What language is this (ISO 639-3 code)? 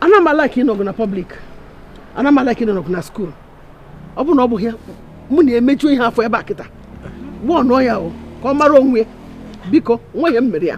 ibo